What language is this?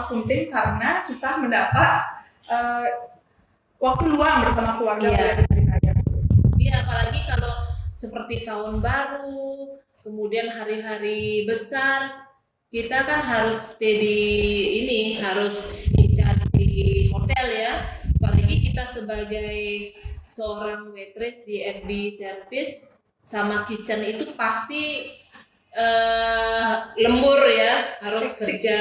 Indonesian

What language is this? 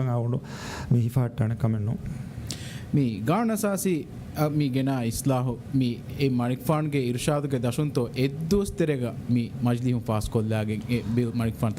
Divehi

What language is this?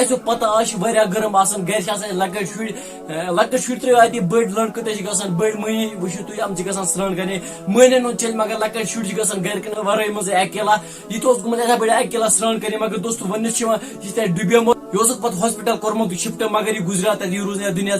Kashmiri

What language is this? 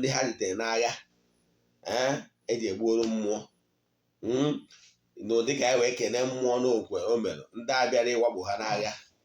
Igbo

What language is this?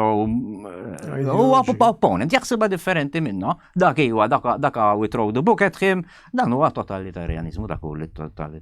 Maltese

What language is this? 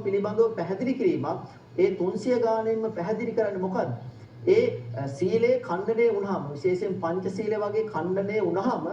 Sinhala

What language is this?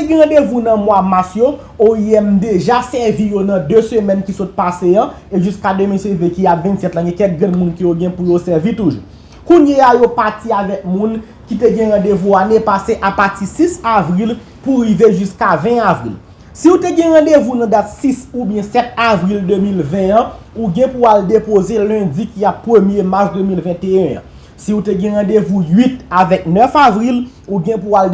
Haitian Creole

